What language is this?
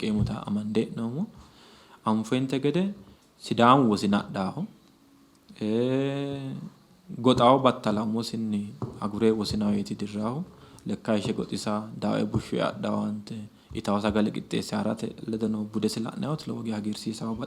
Sidamo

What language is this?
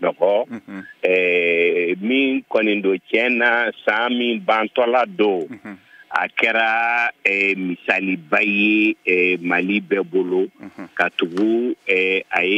Bambara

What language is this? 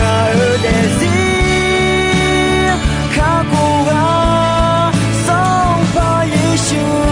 Akha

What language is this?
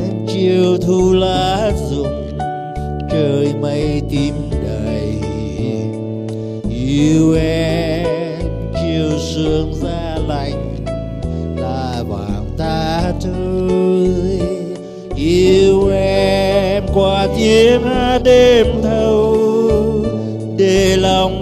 Vietnamese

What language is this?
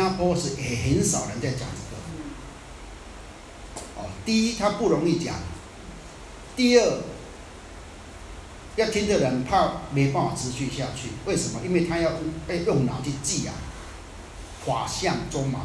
Chinese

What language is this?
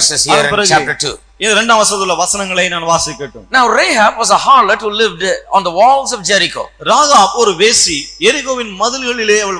Tamil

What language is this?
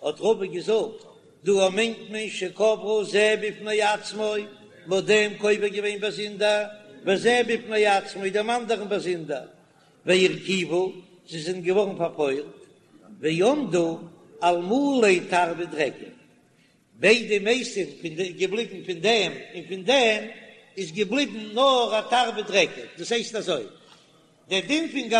Yiddish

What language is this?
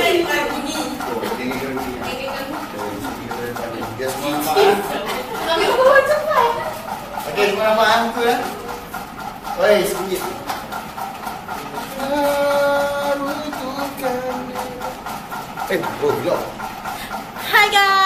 Malay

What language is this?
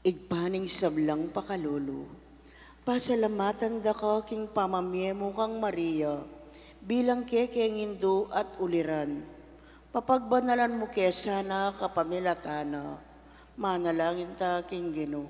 Pampanga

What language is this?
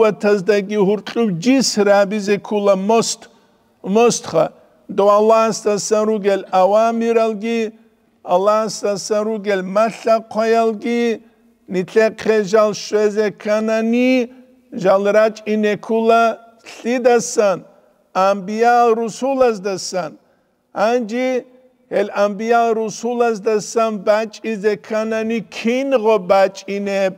Avaric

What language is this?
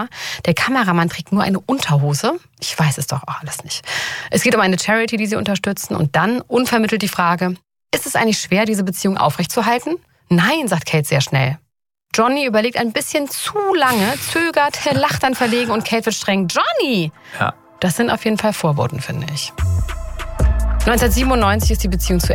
German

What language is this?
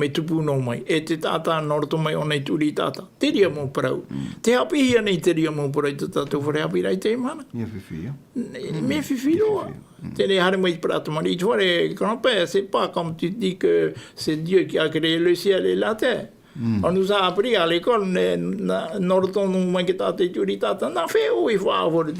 Tahitian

